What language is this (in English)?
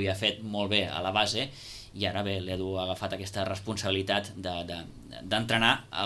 Catalan